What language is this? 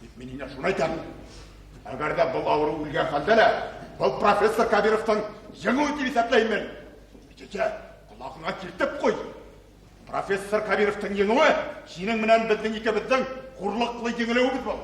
Bashkir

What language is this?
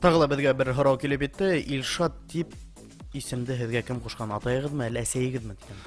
Bashkir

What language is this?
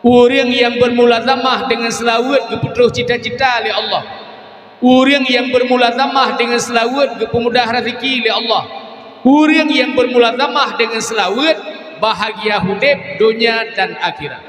Achinese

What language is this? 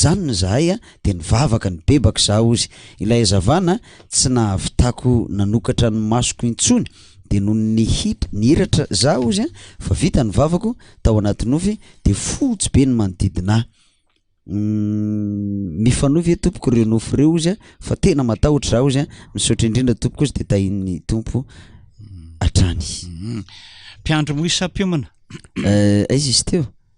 Malagasy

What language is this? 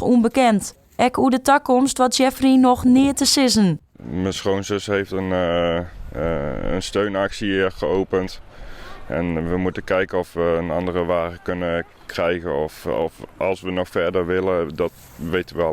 Western Frisian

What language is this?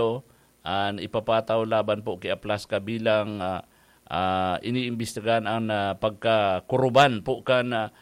Bikol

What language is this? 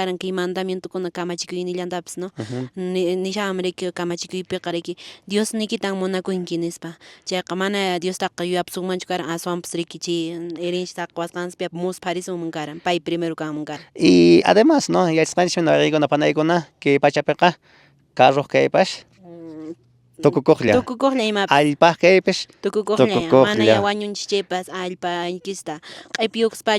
Quechua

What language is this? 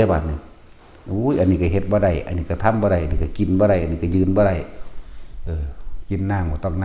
Northeastern Thai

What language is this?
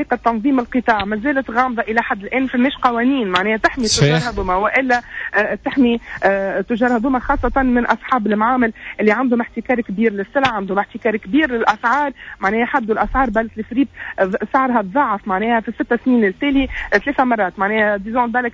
Tunisian Arabic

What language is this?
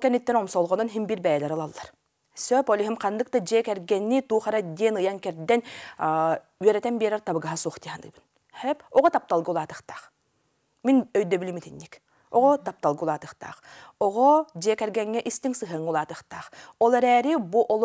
Yakut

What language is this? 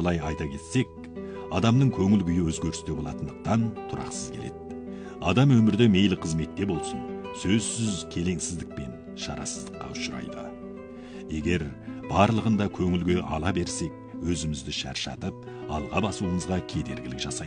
Kazakh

